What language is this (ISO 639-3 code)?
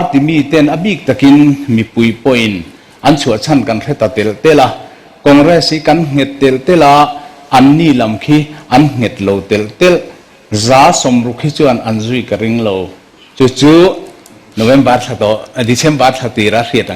lus